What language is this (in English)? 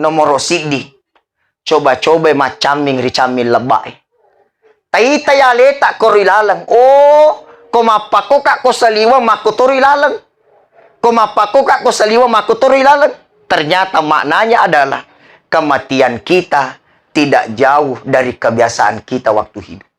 Buginese